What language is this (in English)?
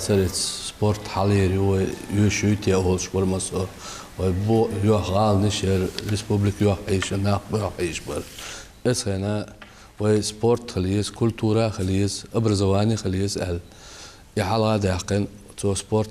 Chechen